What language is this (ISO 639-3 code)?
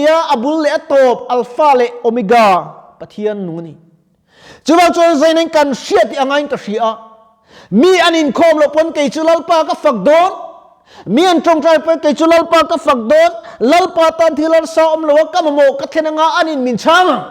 lus